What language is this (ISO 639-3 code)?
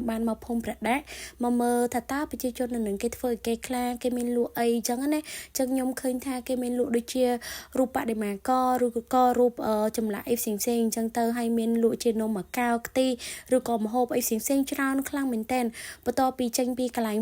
khm